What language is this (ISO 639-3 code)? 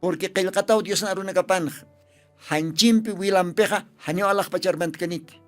aym